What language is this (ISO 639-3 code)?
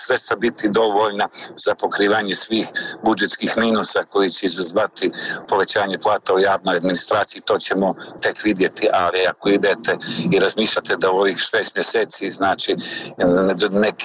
bos